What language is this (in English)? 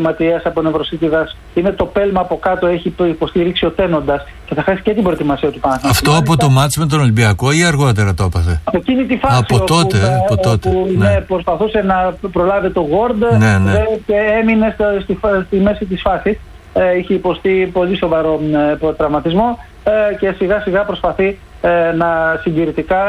Greek